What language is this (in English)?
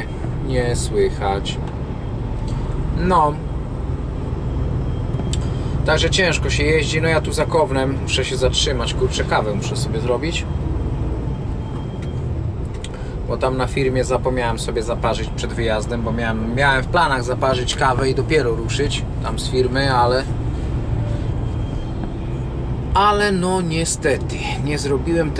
Polish